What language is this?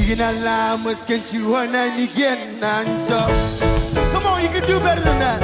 Marshallese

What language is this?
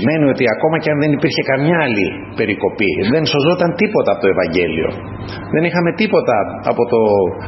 Greek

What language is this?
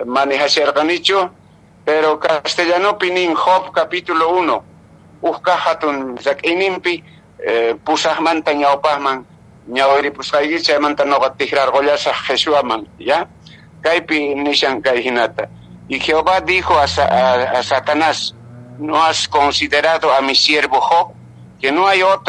Quechua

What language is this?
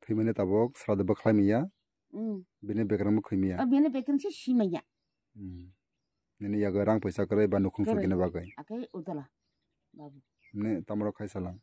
Kok Borok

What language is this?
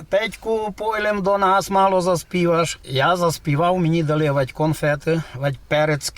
Rusyn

